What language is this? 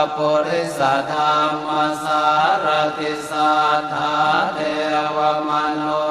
Pali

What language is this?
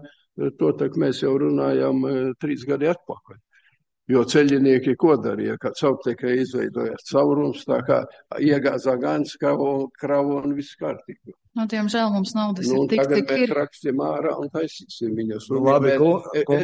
Latvian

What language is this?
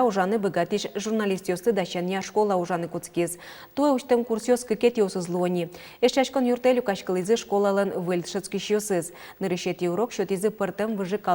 Udmurt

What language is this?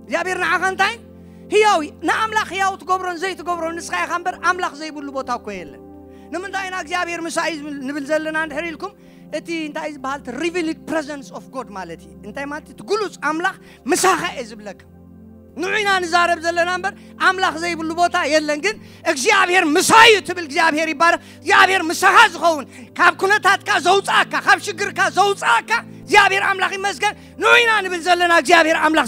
Tigrinya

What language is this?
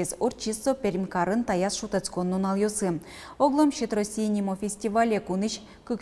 Udmurt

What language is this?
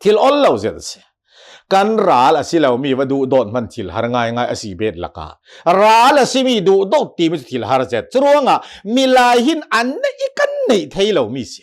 Hakha Chin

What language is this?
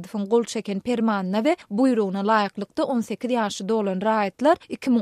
Turkmen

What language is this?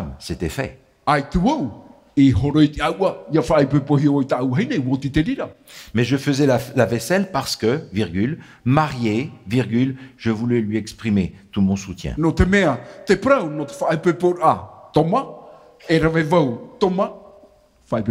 Tahitian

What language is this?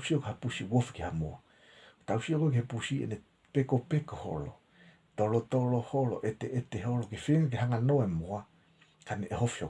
Tongan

